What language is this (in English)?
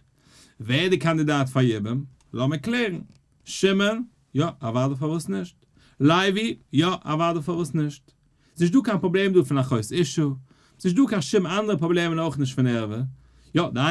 Yiddish